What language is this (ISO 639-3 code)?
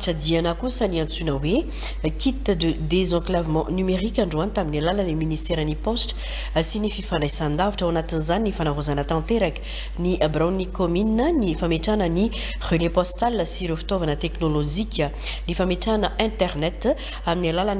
mlg